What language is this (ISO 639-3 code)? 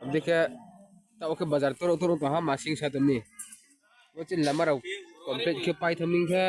ria